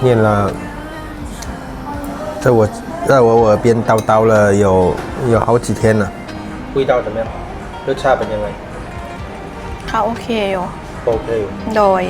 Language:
Lao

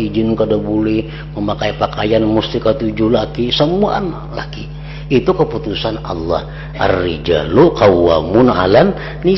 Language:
Banjar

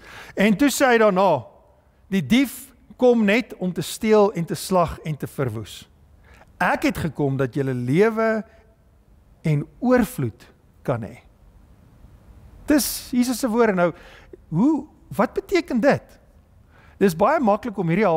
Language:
Afrikaans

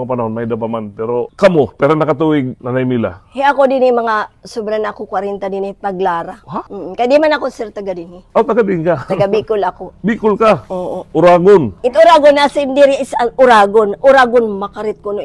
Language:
Waray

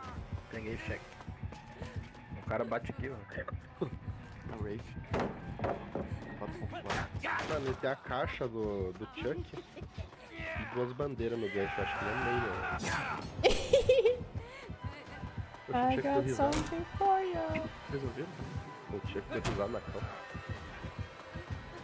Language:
Portuguese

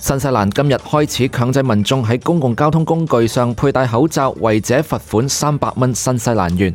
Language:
Cantonese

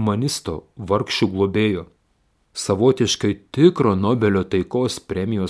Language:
Lithuanian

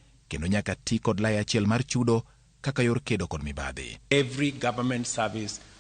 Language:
Luo (Kenya and Tanzania)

